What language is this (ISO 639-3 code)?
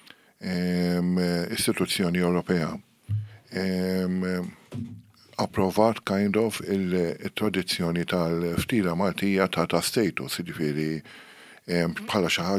mlt